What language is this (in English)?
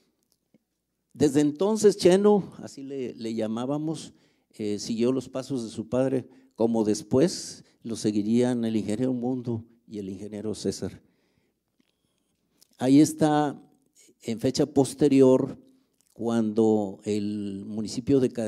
Spanish